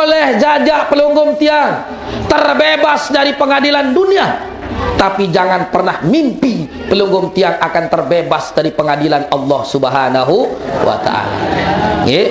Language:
Sasak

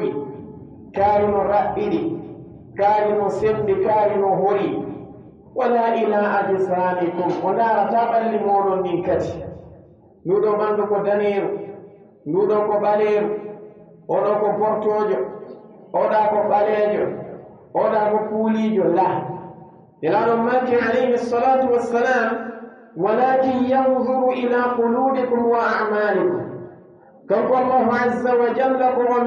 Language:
Pular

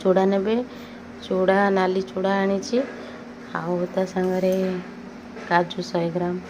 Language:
Odia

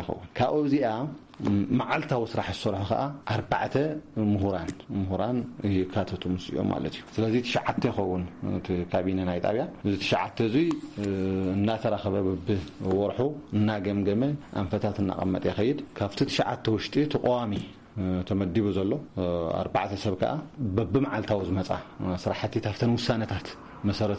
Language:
Tigrinya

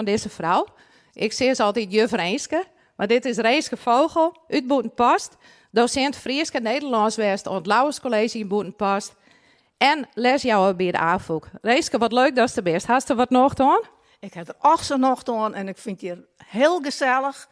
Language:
Western Frisian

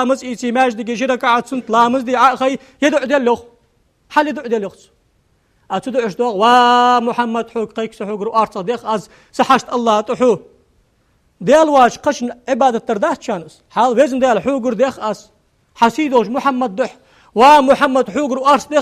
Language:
Ingush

